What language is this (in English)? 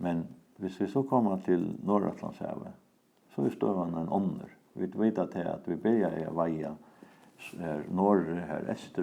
Faroese